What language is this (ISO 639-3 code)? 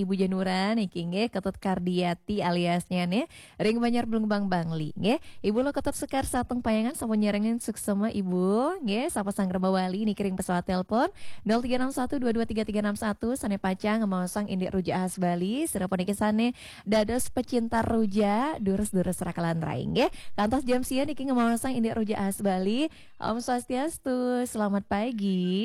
ban